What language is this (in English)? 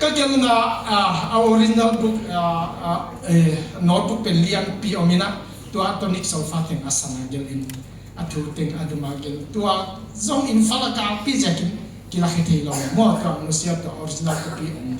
Tedim Chin